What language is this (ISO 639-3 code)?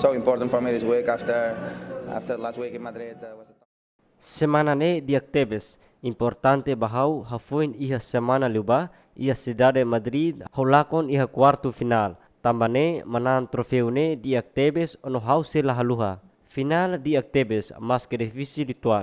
tet